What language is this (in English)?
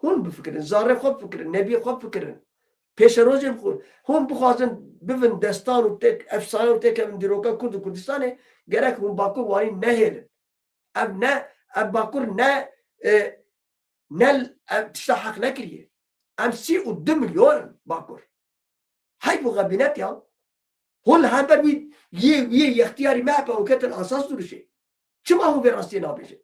Kurdish